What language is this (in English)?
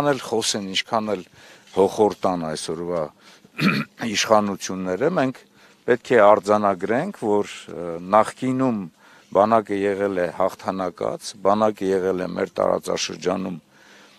Armenian